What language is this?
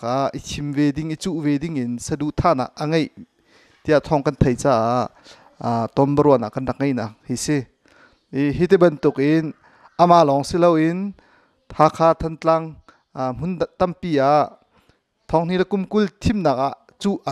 Hakha Chin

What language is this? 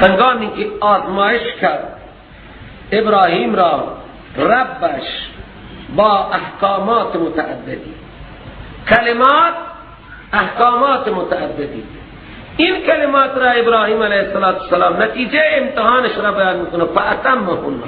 Persian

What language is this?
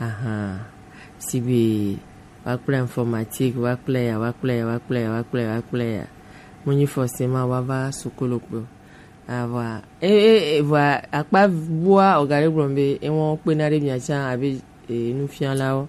Gen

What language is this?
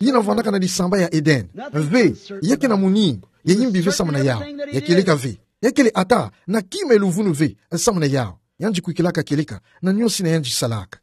Kituba (Democratic Republic of Congo)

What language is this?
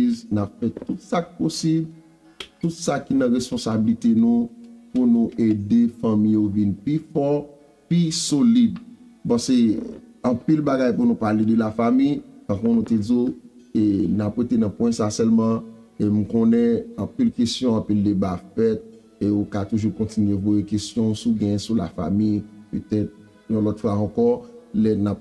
Haitian Creole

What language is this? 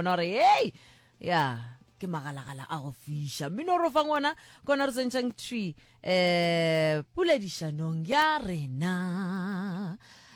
Northern Sotho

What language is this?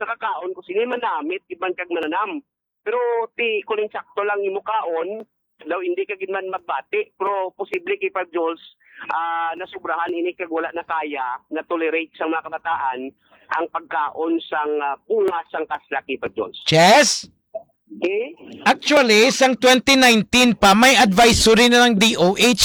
Hiligaynon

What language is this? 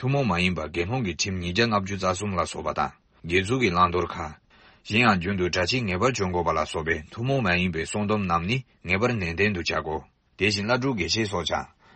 Tibetan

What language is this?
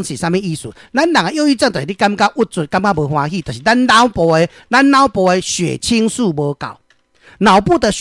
Min Nan Chinese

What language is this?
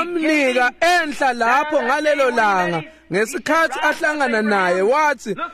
Swati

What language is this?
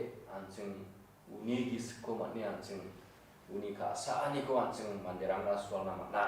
Garo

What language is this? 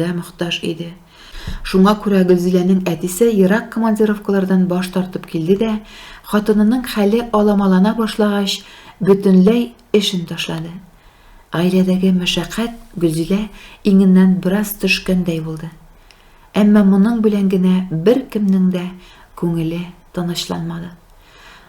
Tatar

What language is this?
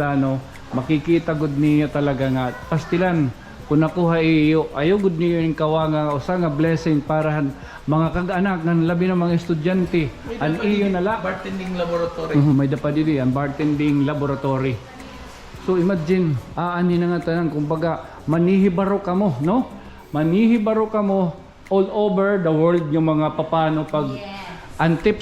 Waray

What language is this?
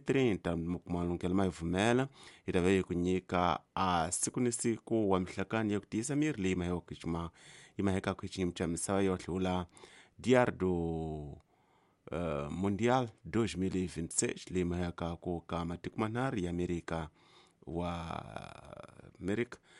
Tsonga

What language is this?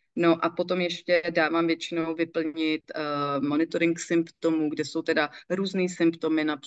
Czech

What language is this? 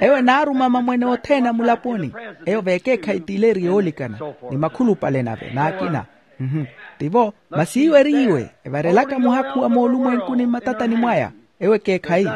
Makhuwa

